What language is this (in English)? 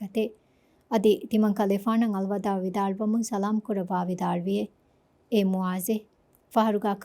Divehi